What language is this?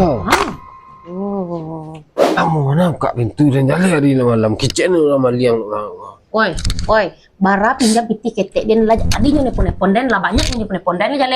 Minangkabau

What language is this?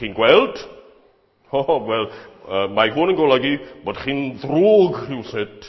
Welsh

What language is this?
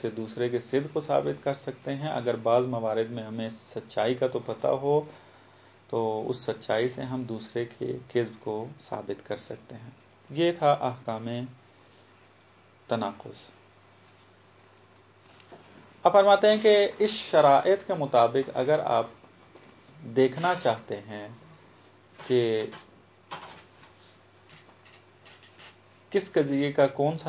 Urdu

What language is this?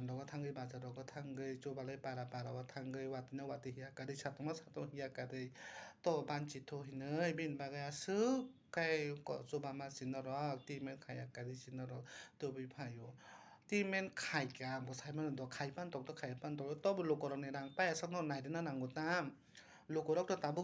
Kok Borok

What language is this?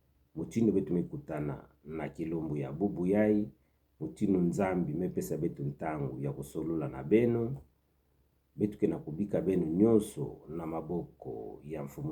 Kituba (Democratic Republic of Congo)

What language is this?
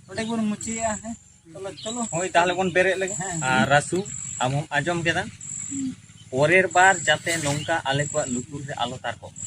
Santali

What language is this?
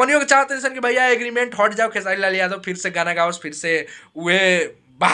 Bhojpuri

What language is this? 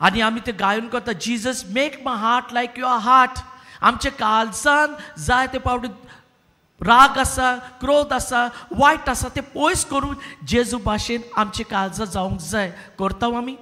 Konkani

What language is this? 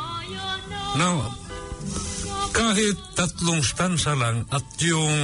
Filipino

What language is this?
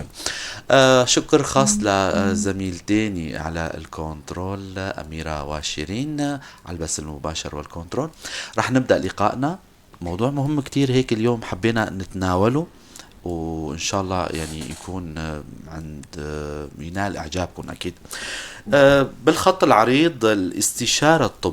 North Levantine Arabic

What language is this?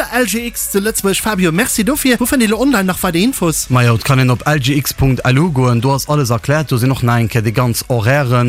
Luxembourgish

